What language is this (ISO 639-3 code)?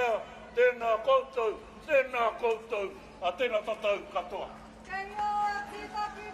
mri